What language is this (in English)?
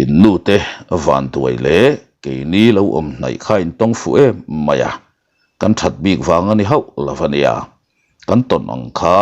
Mizo